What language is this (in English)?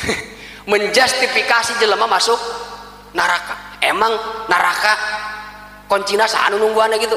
Sundanese